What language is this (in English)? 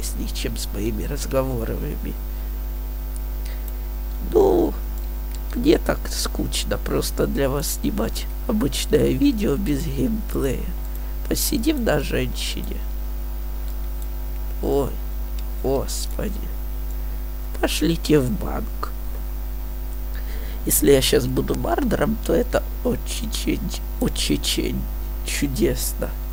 Russian